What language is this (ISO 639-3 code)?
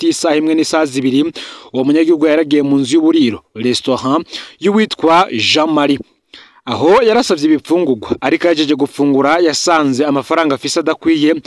run